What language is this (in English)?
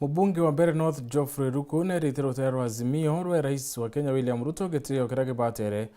Meru